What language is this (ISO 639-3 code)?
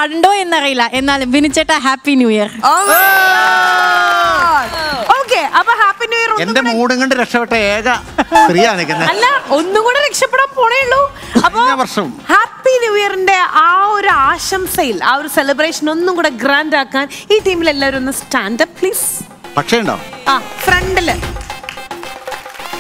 mal